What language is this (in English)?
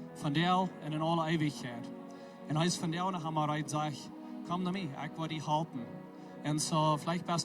Plautdietsch